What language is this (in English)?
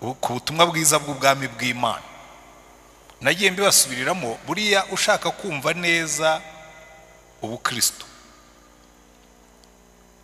Kinyarwanda